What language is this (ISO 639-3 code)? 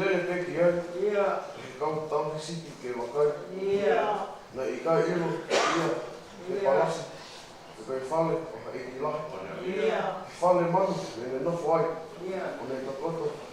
ton